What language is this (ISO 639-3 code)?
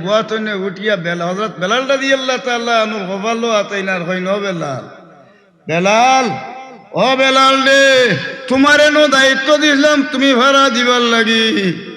syl